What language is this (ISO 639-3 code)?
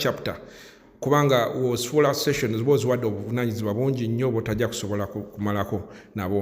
lug